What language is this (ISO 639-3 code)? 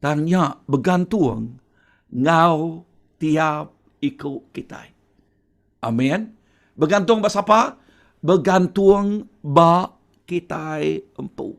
iba